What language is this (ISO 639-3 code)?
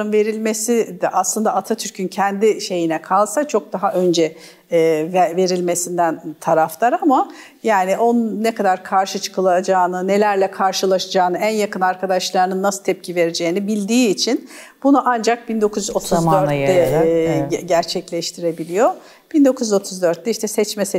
tur